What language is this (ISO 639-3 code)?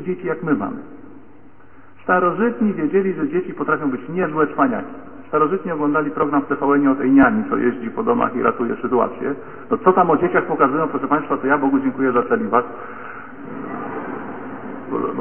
pol